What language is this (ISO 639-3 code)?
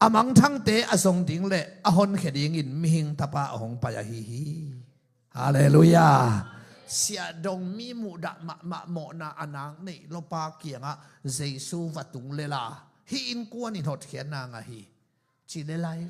ctd